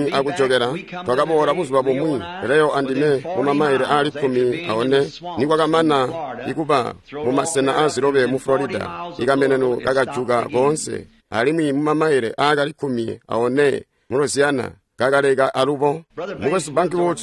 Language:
Tonga (Zambia)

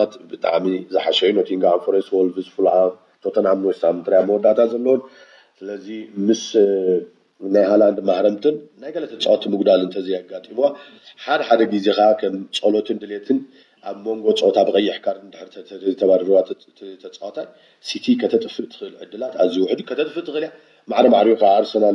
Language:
Tigrinya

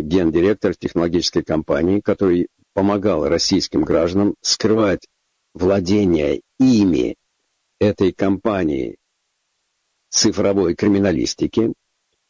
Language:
Russian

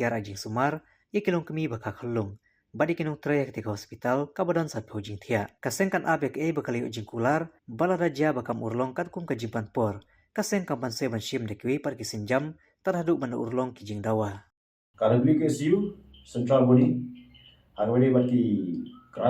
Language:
Khasi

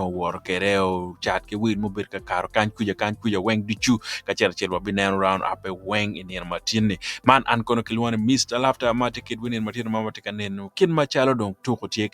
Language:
Acoli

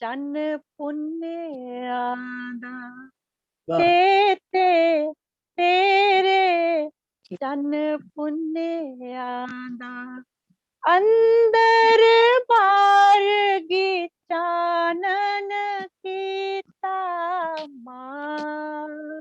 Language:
Dogri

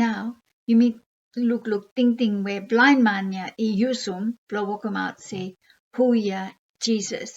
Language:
Bislama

